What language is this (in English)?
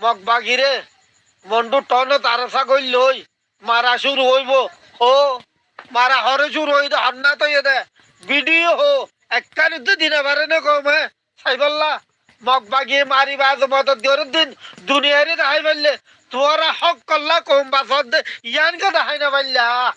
Rohingya